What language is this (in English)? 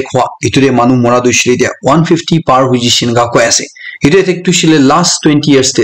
Naga Pidgin